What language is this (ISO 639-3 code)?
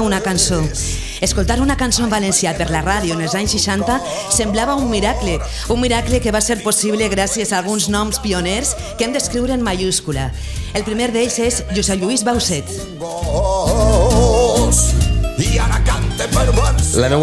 cat